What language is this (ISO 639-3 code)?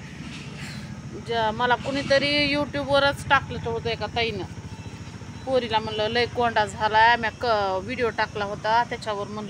mar